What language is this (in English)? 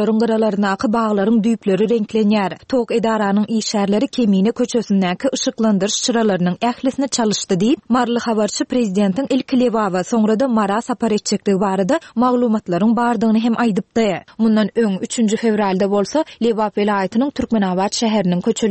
Turkmen